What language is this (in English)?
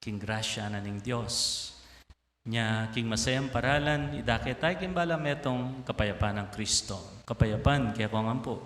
Pampanga